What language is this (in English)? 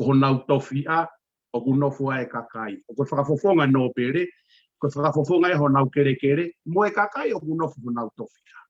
Tongan